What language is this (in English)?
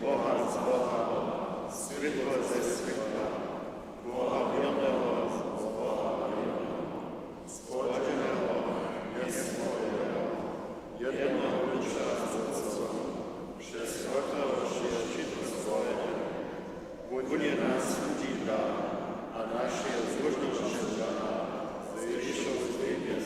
Upper Sorbian